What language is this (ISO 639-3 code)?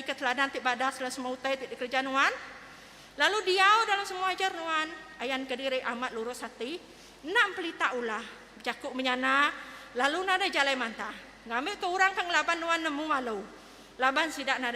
iba